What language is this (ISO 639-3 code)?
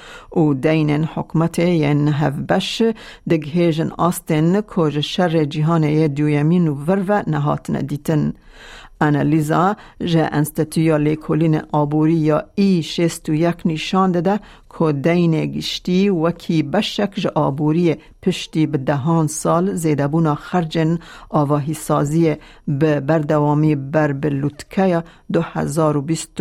kur